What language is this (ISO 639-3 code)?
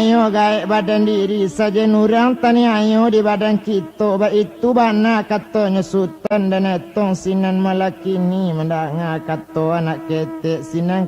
min